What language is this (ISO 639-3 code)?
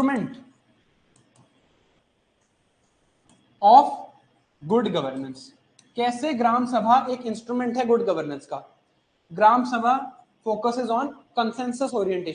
hin